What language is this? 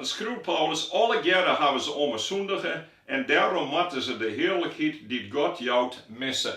Western Frisian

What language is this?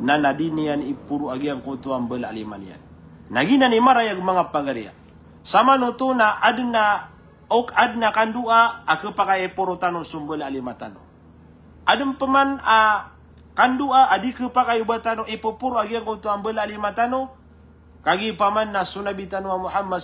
Maranao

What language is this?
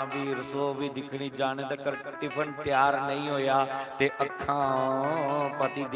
Dogri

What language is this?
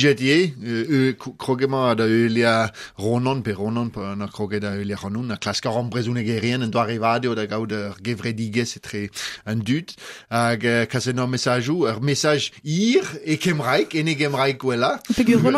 Breton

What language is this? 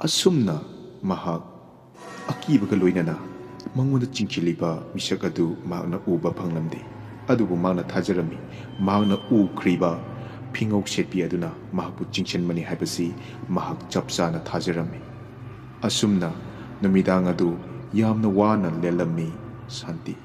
Manipuri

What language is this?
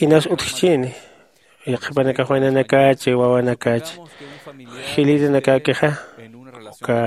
Aymara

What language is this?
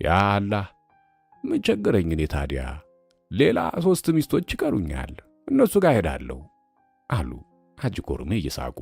Amharic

